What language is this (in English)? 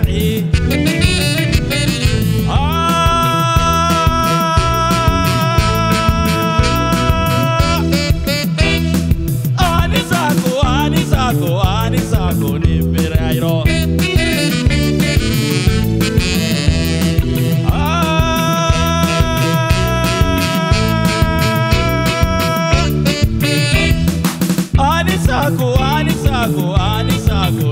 Swahili